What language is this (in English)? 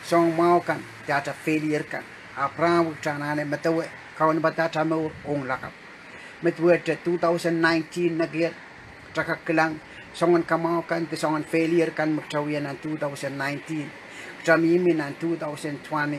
Pohnpeian